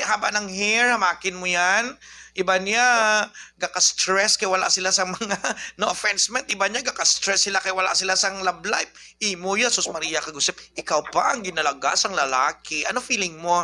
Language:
Hiligaynon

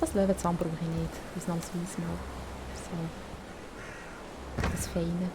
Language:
Swiss German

